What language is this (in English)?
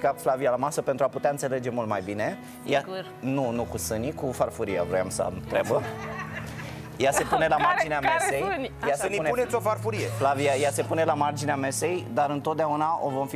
Romanian